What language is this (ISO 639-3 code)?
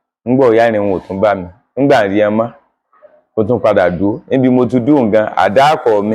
yor